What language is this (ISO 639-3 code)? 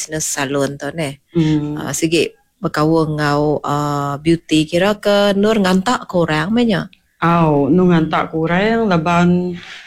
iba